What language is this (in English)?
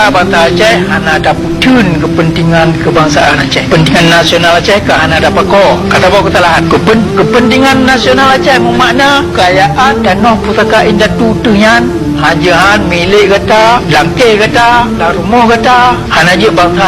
Achinese